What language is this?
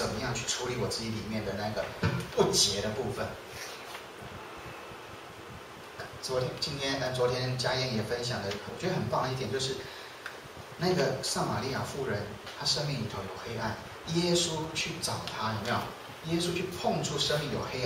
Chinese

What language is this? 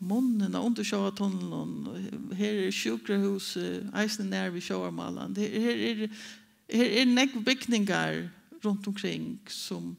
Faroese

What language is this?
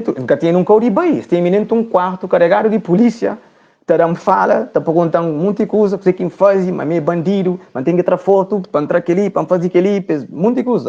Kabuverdianu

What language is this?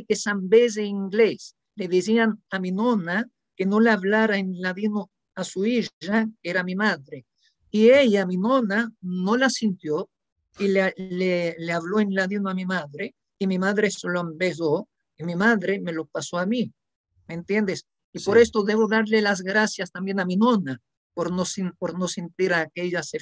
Ladino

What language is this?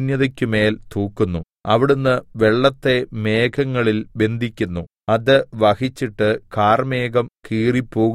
Malayalam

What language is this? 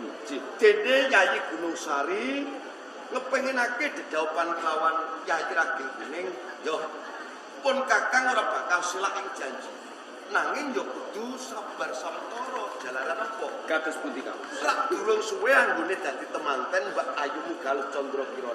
Javanese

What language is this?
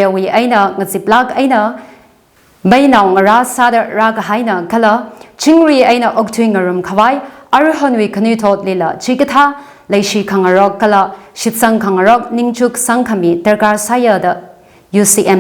Tangkhul Naga (India)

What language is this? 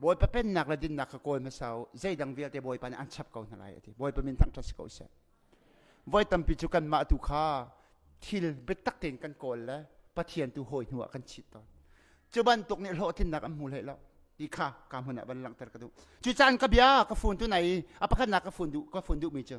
Hakha Chin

